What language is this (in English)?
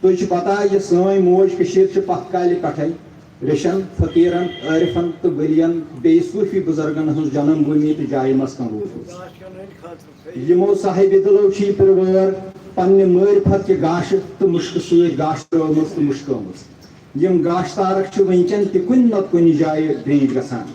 Kashmiri